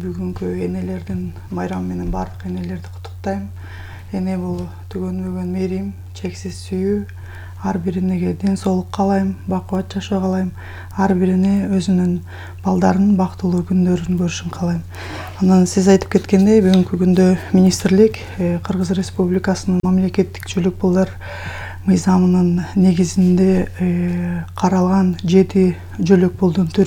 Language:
Kyrgyz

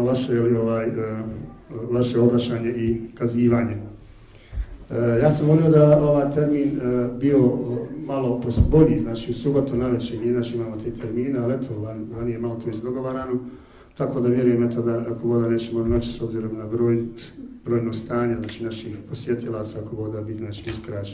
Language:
Bosnian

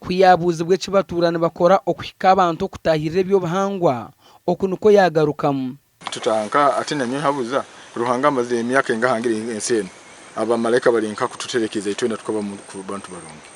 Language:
Nyankole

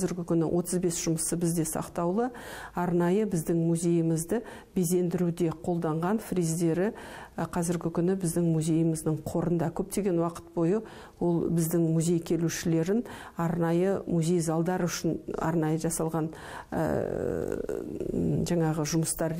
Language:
Kazakh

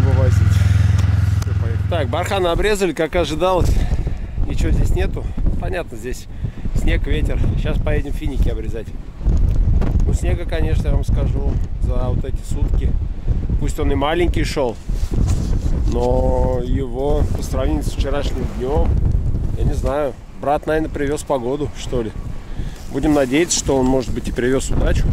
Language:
Russian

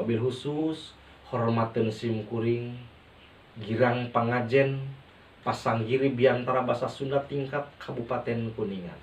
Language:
Sundanese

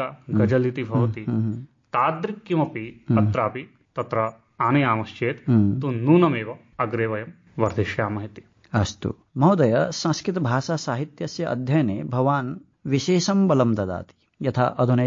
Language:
Sanskrit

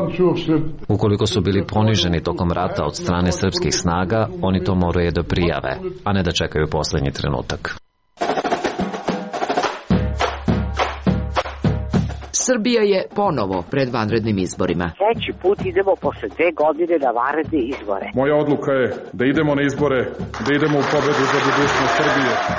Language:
Serbian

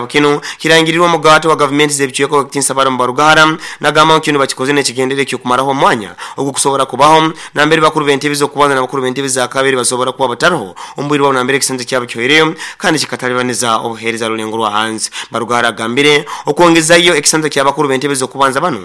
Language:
Nyoro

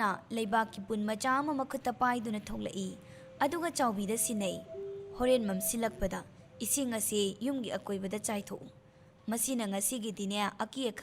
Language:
Manipuri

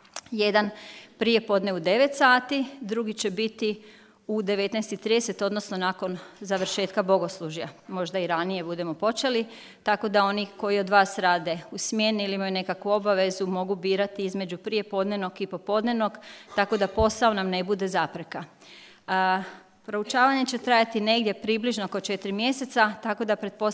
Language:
Croatian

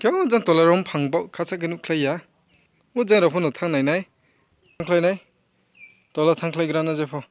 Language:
Riang (India)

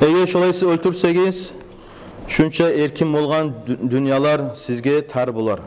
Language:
Kumyk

